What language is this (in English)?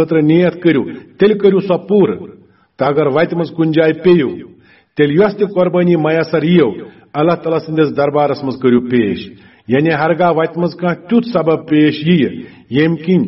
Kashmiri